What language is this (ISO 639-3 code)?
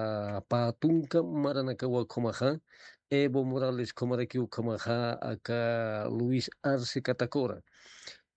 aym